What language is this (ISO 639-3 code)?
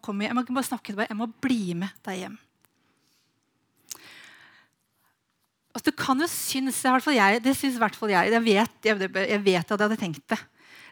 nor